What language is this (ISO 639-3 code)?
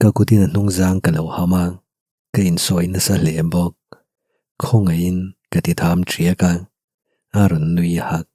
lus